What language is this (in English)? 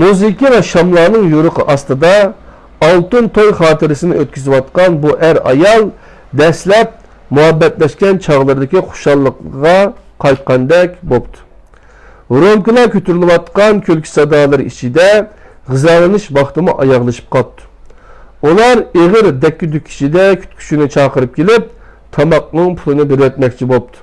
Uyghur